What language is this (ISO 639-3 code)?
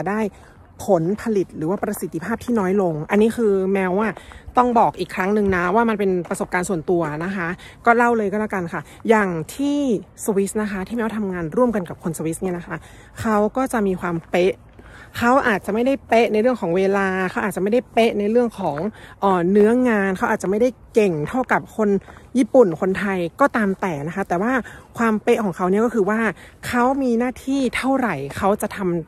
tha